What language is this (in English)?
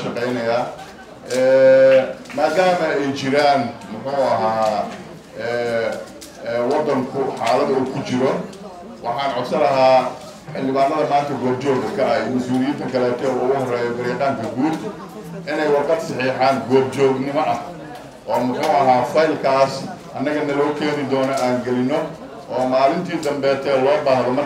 Somali